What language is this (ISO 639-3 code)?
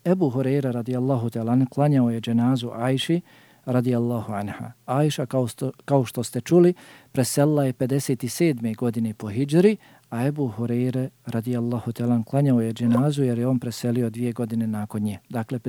bos